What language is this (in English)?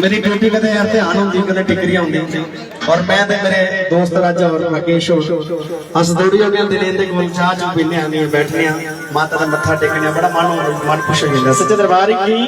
Dogri